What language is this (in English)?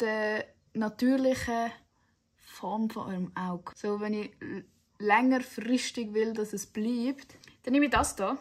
Swiss German